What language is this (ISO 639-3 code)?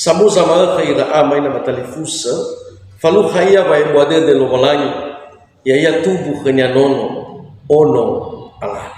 nia